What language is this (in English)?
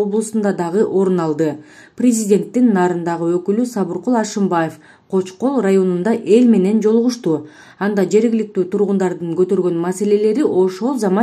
Kyrgyz